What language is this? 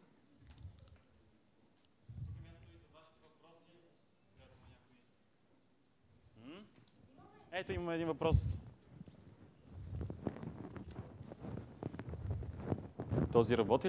Bulgarian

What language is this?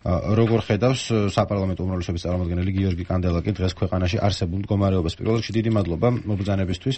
Georgian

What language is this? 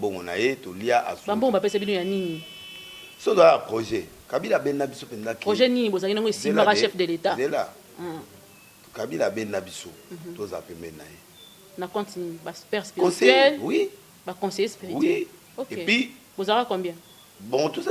Lingala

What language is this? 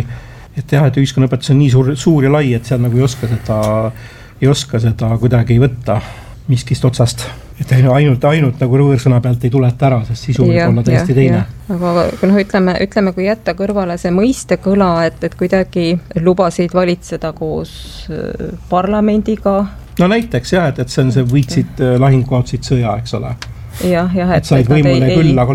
Estonian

